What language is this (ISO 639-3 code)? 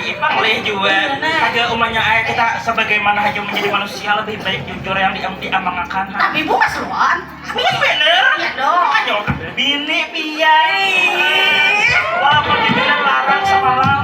bjn